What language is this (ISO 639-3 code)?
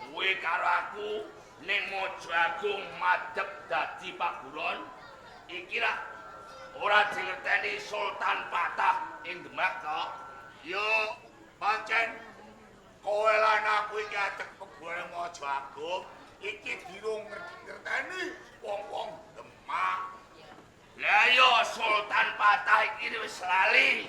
jav